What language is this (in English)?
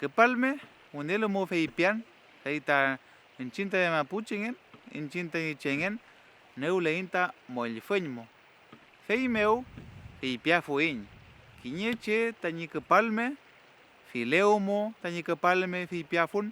Mapuche